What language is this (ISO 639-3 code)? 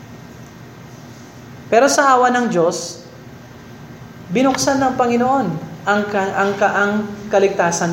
fil